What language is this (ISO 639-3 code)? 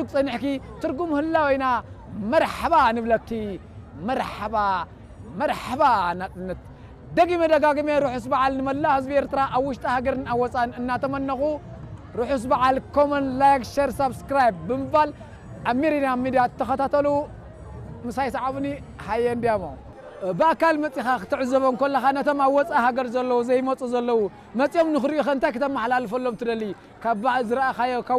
tir